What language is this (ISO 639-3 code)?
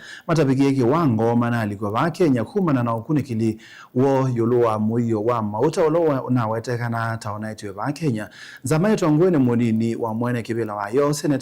kam